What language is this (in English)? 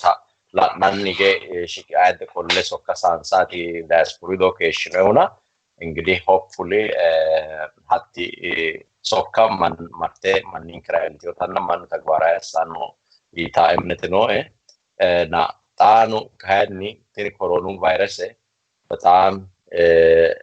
Sidamo